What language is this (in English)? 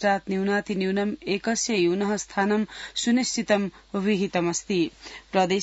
Sanskrit